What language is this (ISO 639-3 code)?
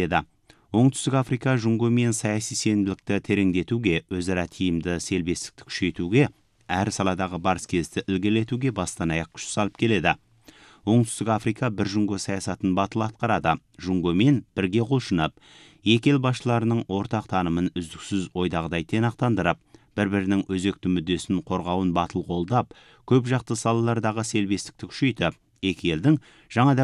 kaz